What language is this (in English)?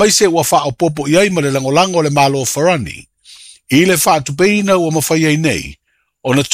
Samoan